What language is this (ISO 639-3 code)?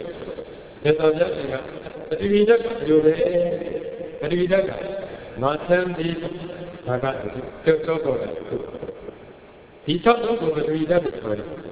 mya